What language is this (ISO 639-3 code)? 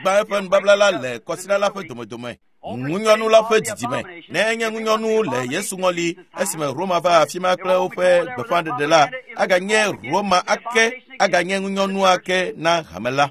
ewe